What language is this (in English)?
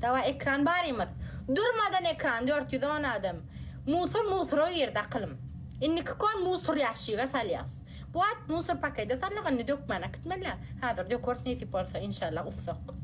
Turkmen